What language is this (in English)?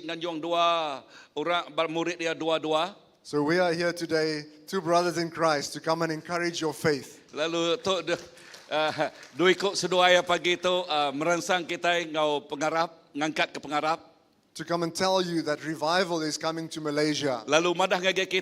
Iban